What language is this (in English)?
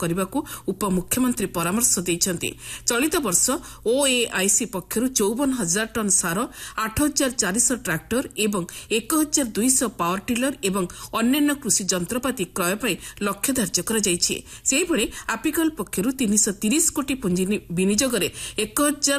Odia